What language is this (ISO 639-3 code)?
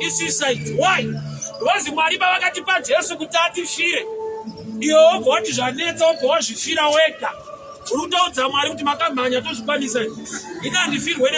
sna